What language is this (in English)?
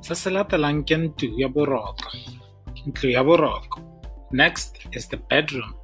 Tswana